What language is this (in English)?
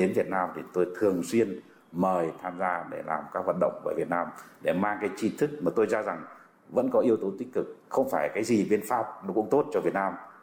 Vietnamese